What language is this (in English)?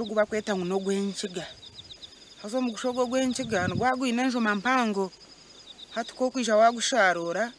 Nyankole